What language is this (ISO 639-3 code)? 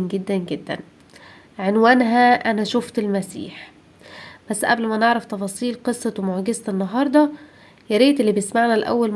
arz